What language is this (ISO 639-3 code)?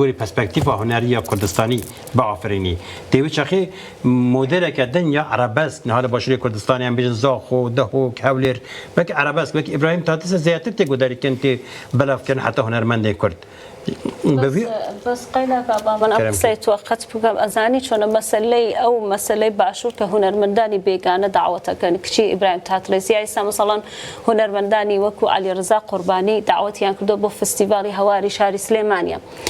kur